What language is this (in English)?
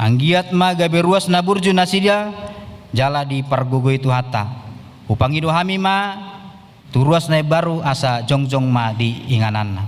Batak Toba